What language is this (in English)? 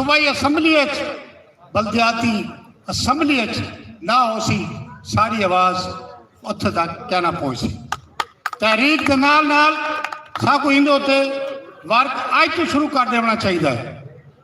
Saraiki